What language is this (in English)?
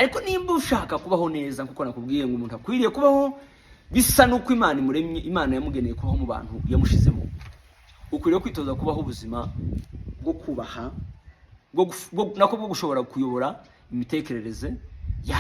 Kinyarwanda